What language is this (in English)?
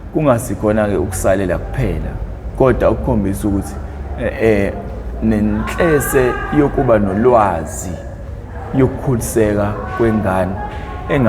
Zulu